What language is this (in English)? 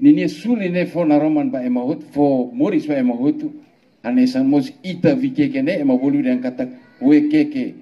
Tetum